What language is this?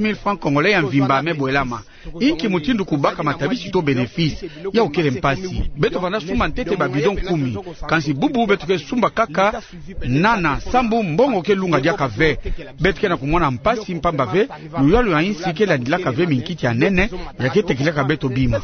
Kituba (Democratic Republic of Congo)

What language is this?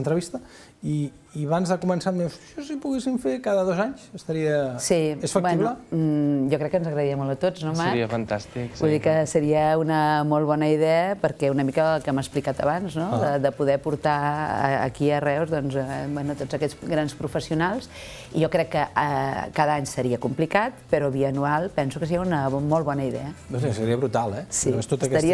Catalan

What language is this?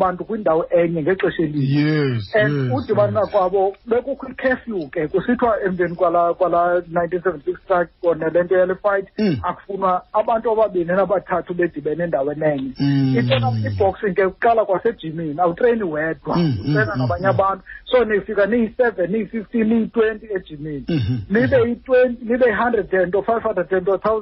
Xhosa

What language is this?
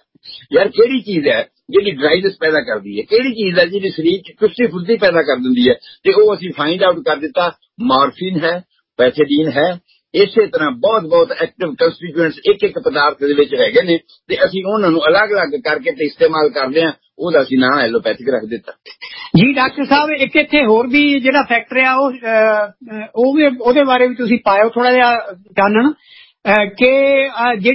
Punjabi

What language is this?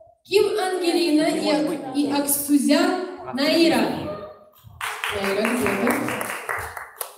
Russian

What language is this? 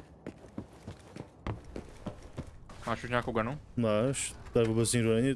Czech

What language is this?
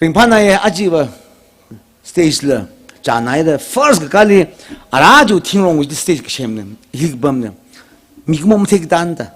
Tangkhul Naga (India)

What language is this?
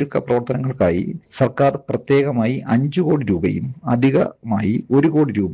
Malayalam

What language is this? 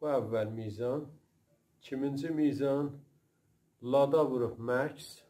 South Azerbaijani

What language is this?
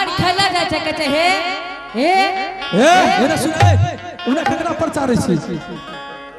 Angika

